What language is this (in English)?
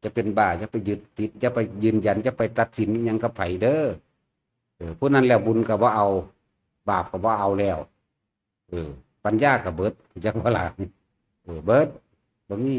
Northeastern Thai